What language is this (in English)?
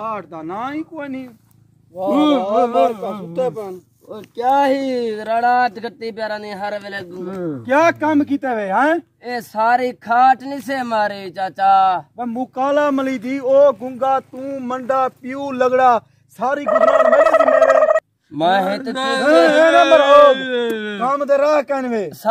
Saraiki